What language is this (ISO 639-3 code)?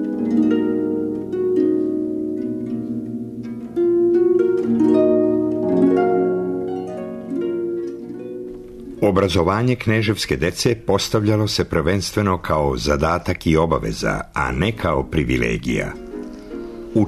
srp